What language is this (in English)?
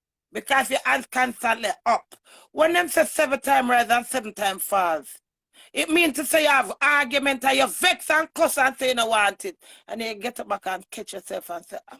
Jamaican Creole English